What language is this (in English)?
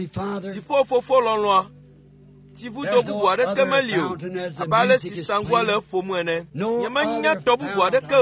Ewe